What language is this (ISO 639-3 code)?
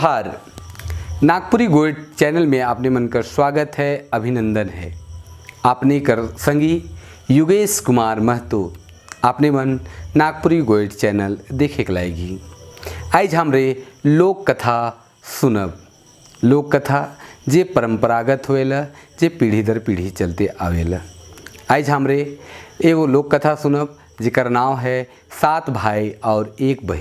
sck